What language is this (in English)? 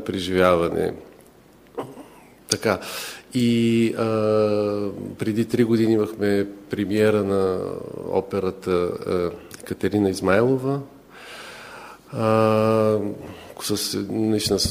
Bulgarian